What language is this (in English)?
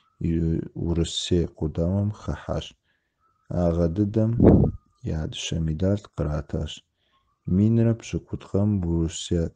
Kabardian